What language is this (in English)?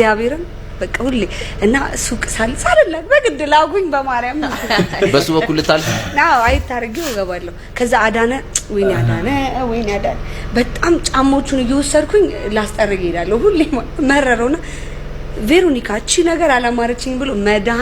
Amharic